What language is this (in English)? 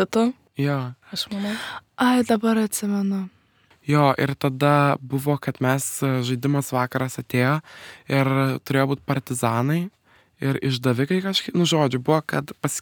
Lithuanian